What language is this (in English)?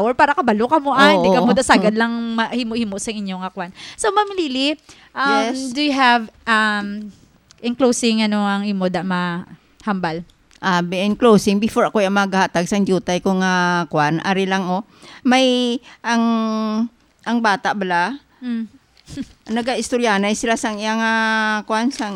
Hiligaynon